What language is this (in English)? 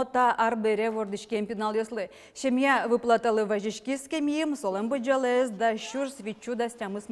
Udmurt